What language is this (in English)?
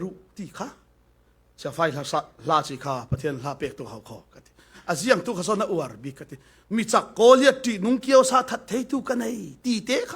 Falam Chin